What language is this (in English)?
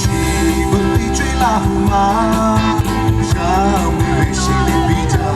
Lahu